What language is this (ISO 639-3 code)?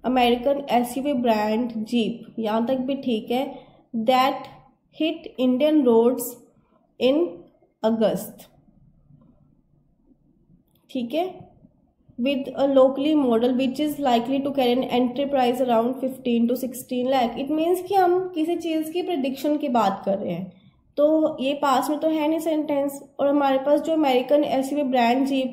hin